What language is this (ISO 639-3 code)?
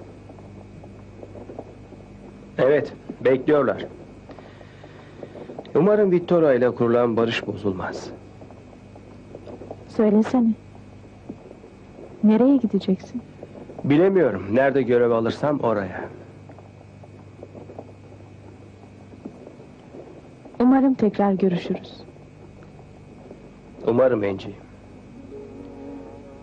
tur